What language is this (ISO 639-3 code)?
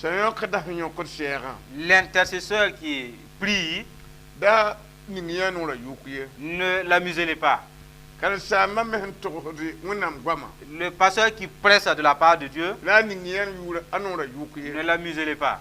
mos